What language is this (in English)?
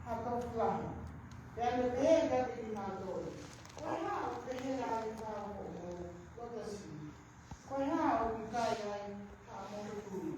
Tongan